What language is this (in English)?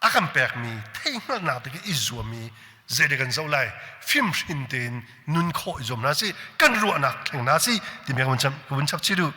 Hakha Chin